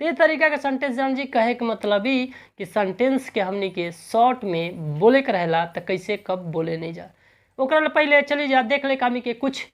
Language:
Bhojpuri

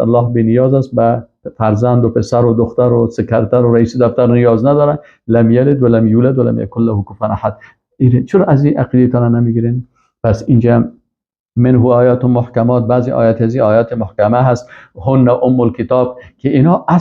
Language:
Persian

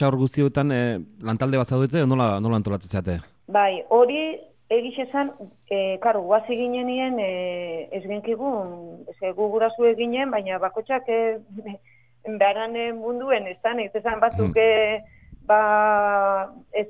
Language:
Basque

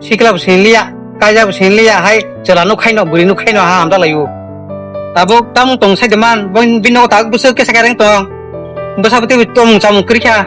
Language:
Kok Borok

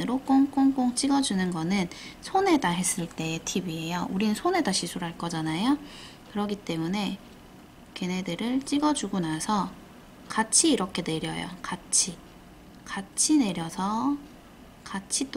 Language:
Korean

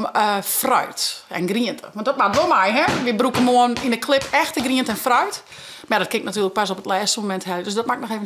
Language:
Western Frisian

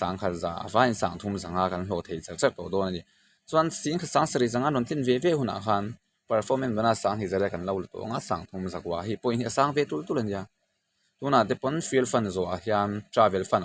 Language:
Mizo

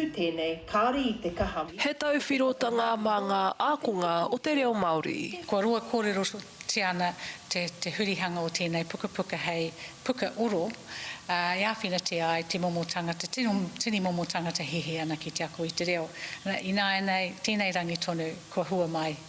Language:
Māori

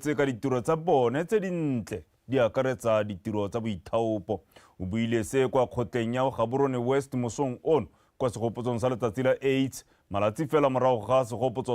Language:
Tswana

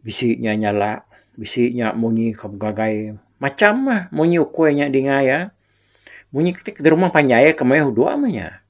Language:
Iban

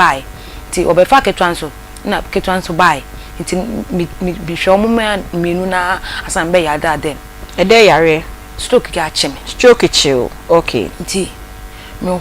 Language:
Akan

